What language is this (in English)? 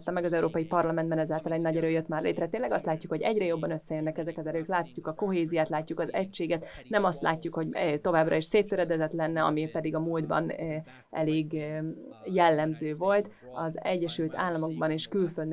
Hungarian